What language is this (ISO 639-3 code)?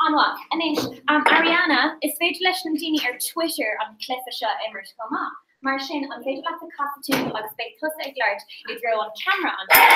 gle